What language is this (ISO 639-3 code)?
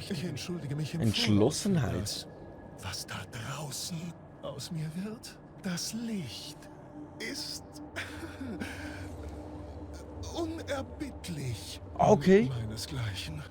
gsw